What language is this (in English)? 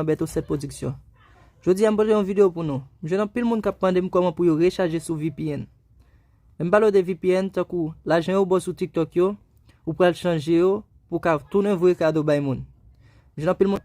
Haitian Creole